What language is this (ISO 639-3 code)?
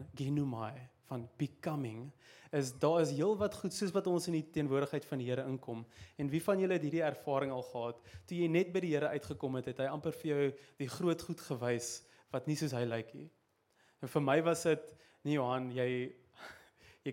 afr